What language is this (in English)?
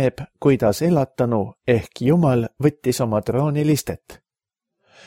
Estonian